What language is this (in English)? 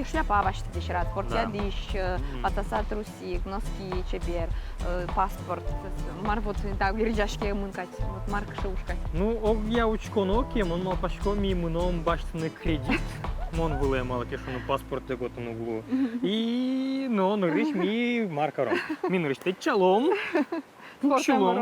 Udmurt